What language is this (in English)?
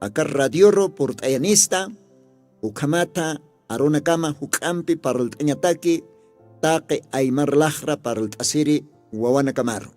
Aymara